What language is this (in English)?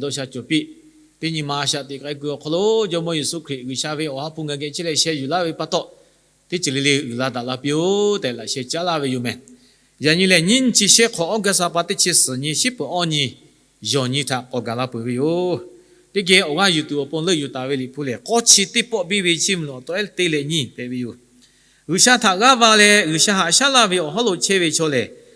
Lahu